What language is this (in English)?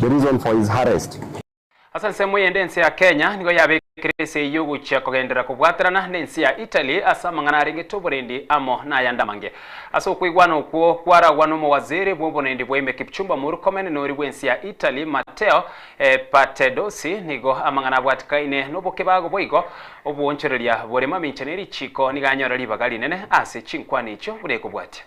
Gusii